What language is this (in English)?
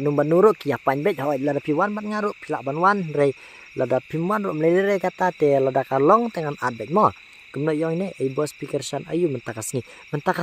Khasi